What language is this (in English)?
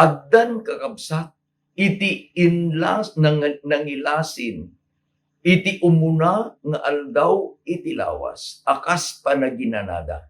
Iloko